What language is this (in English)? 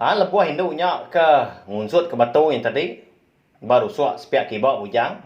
Iban